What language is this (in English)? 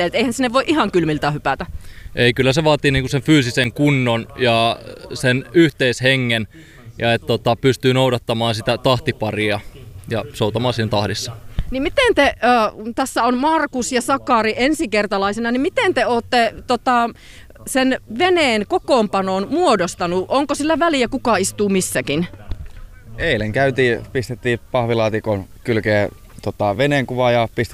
Finnish